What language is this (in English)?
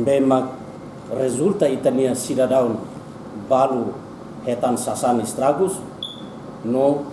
Tetum